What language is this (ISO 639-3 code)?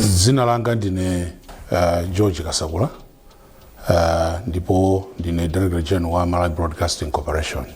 nya